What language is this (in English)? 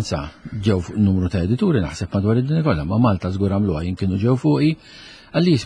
Maltese